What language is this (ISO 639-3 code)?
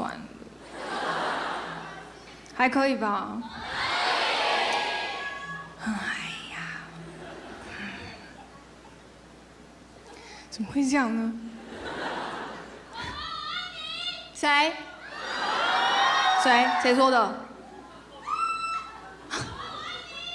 zho